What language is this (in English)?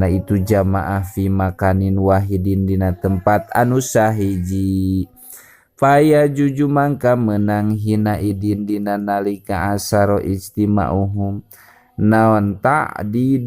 Sundanese